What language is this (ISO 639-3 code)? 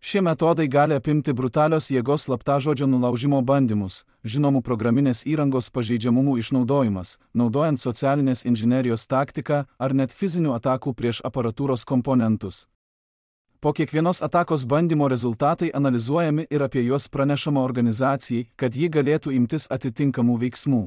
lit